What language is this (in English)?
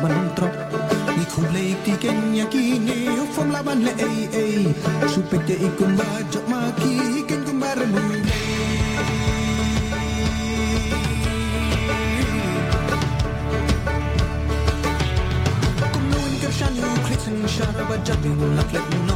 English